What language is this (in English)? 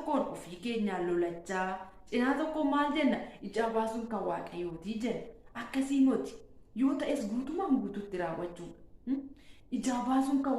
Oromo